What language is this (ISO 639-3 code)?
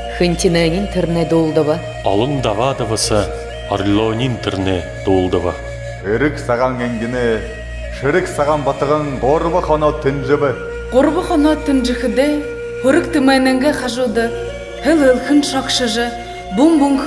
bua